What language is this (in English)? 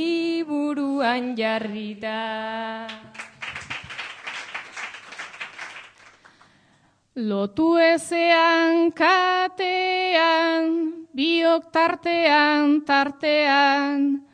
Basque